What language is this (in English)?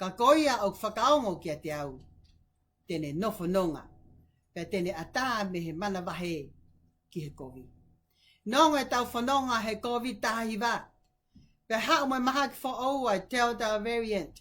Tongan